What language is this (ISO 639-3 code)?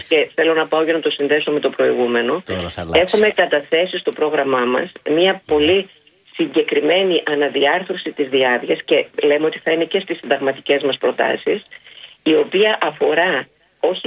ell